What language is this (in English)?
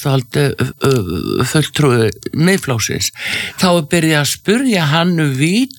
Icelandic